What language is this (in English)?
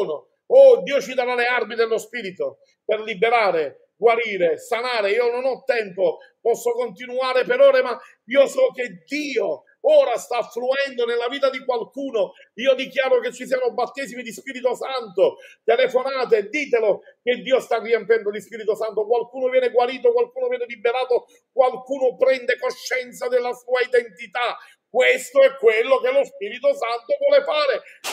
Italian